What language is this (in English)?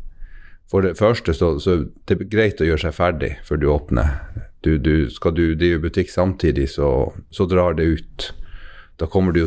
Norwegian